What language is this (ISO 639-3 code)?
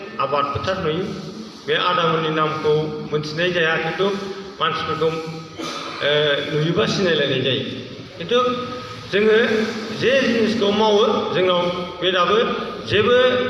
brx